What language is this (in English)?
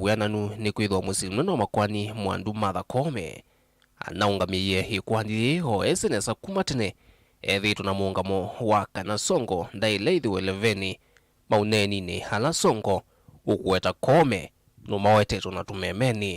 Kamba